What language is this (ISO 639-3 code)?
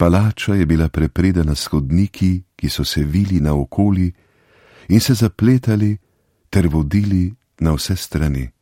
slv